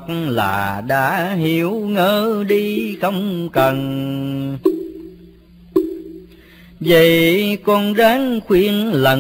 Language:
Vietnamese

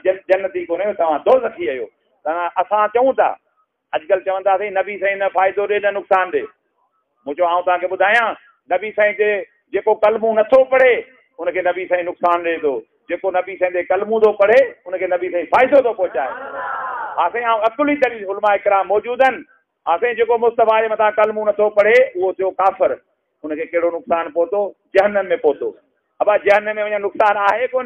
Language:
Sindhi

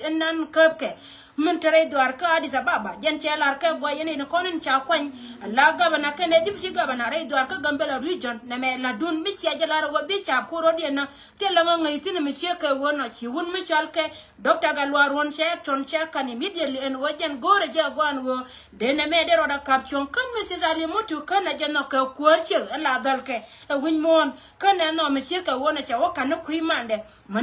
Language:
Nuer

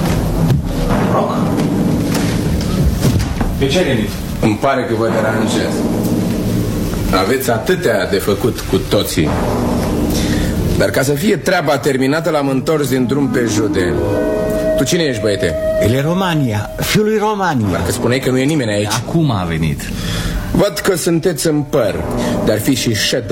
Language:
Romanian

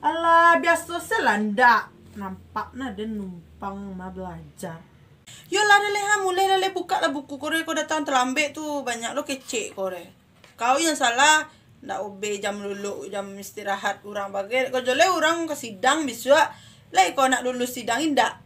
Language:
Minangkabau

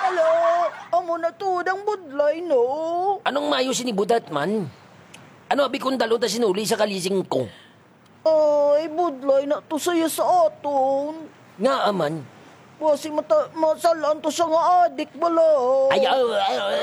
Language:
Hiligaynon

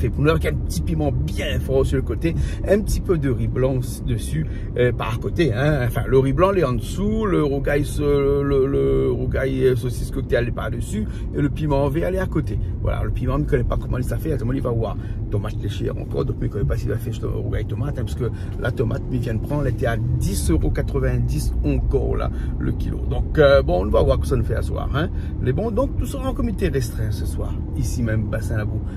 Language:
Réunion Creole French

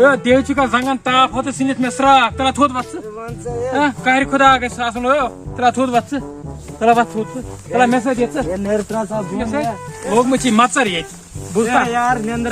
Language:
Kashmiri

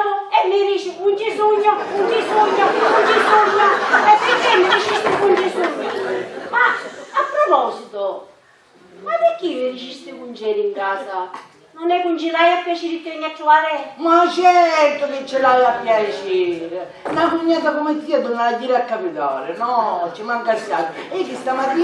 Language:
Sicilian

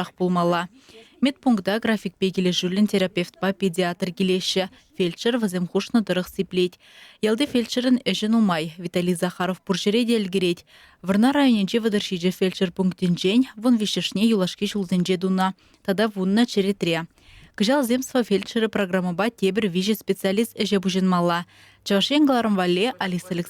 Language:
Chuvash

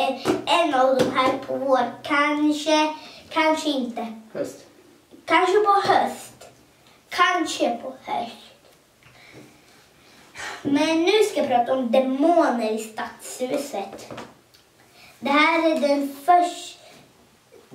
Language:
Swedish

